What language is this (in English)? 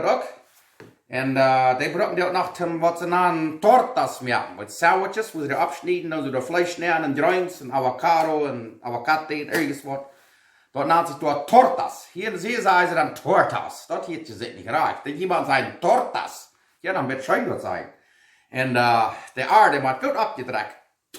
Plautdietsch